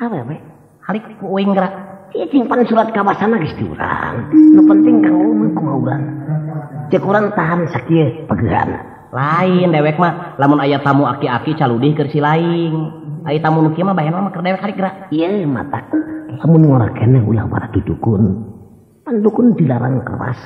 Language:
Sundanese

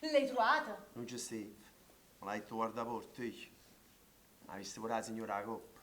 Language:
Neapolitan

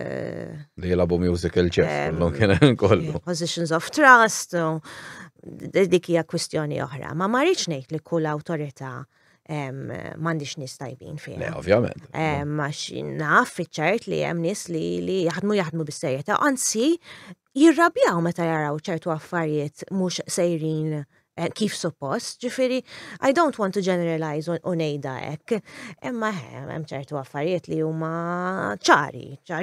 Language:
Maltese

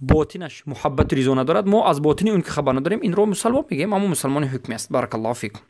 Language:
Persian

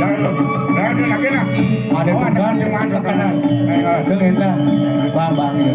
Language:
Balinese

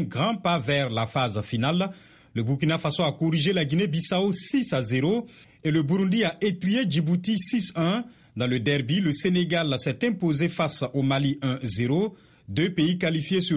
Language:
French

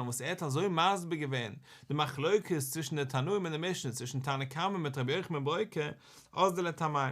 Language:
Yiddish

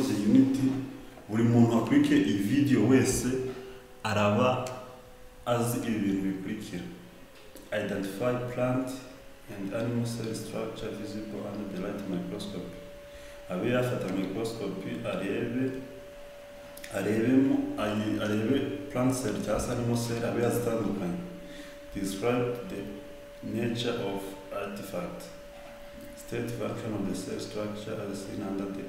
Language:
Kinyarwanda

